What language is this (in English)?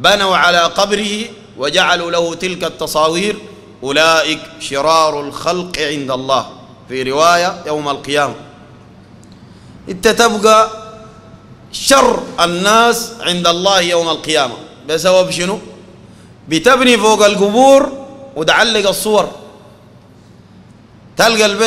Sudanese Arabic